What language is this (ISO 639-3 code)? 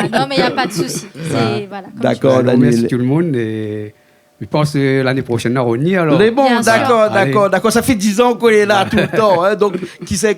rcf